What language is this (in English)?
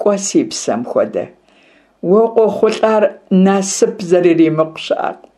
Kabardian